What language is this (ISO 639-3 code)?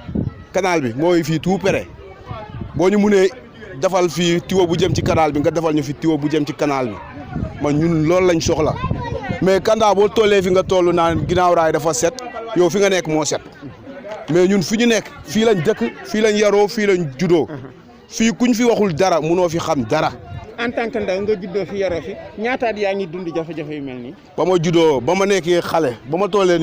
wol